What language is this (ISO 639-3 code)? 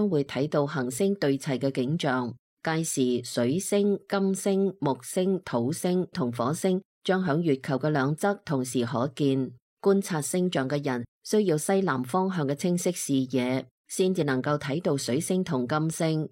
yue